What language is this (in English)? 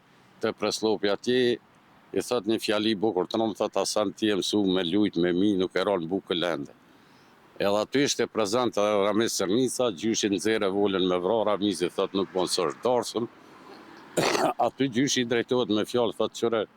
Albanian